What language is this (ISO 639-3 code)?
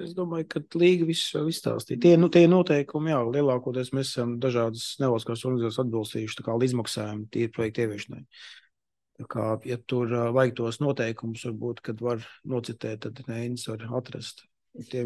lav